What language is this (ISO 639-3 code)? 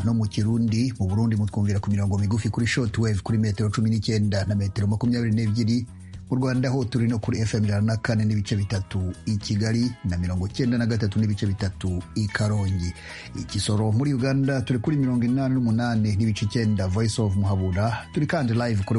kin